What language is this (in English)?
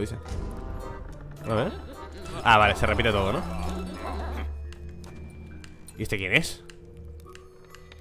Spanish